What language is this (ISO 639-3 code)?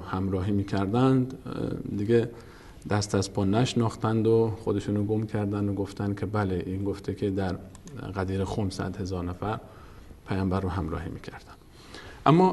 fas